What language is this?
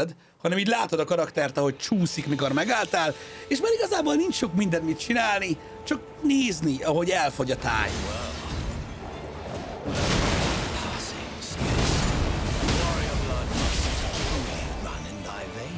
Hungarian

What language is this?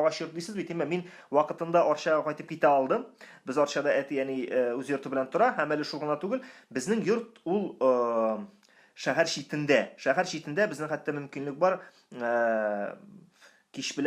Tatar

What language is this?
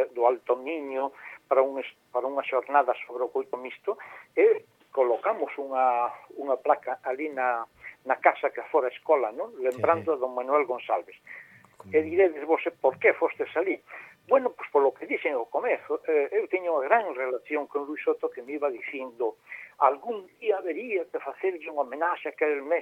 Galician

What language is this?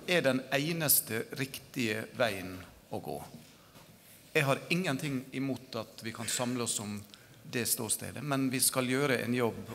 Norwegian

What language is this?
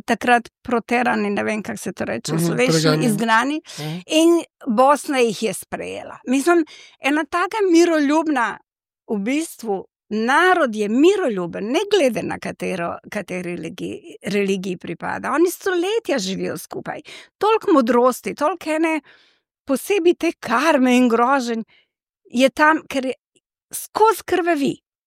Slovenian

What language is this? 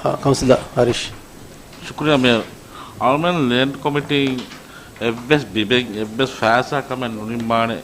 Divehi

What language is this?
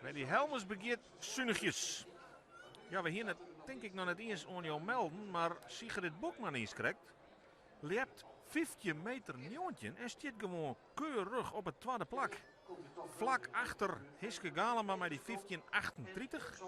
Western Frisian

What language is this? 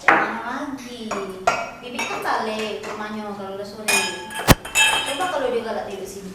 Musi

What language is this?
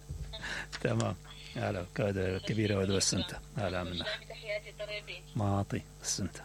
Mesopotamian Arabic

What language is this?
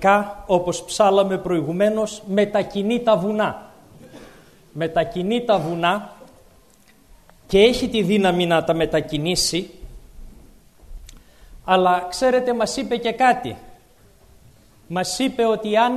Greek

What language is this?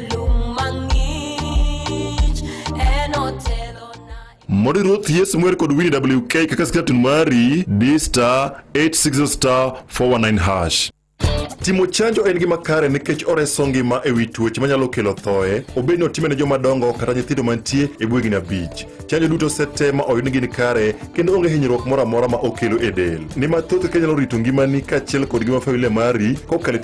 Luo (Kenya and Tanzania)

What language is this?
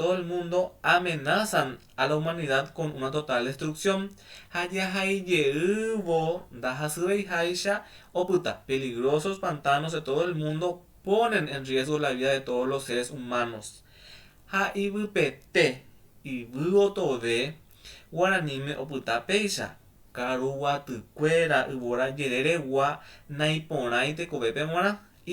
Guarani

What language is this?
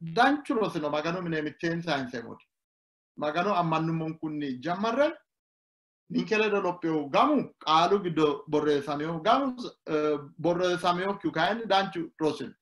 Sidamo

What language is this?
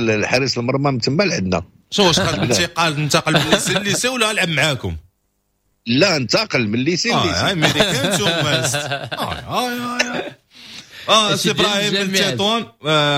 Moroccan Arabic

